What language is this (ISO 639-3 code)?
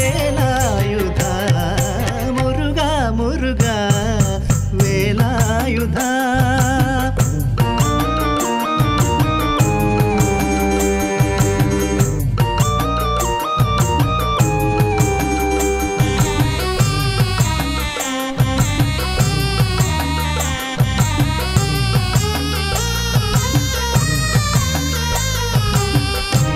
mal